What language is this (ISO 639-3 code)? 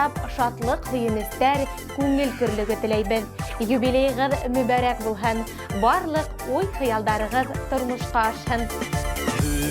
bak